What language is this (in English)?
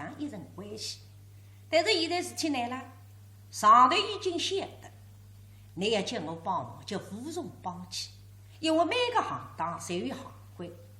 Wu Chinese